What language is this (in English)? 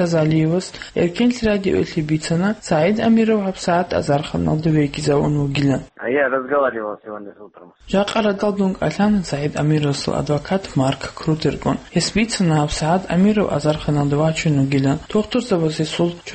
Avaric